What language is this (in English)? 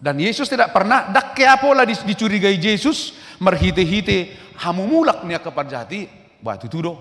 Batak Toba